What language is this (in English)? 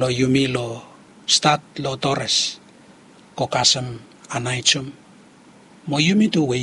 Bislama